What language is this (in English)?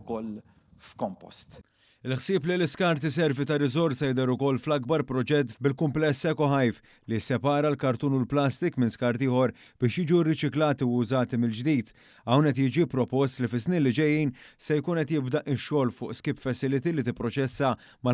Maltese